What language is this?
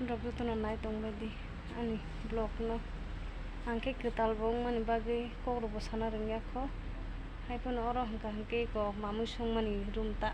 Kok Borok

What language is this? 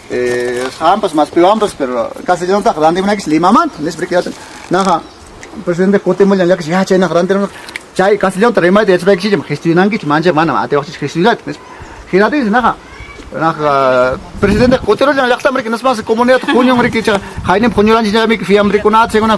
Ayacucho Quechua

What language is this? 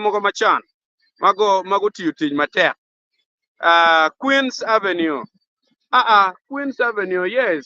Acoli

